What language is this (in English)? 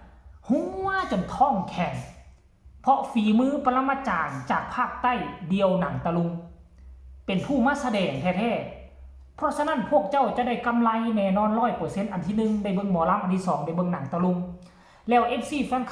Northeastern Thai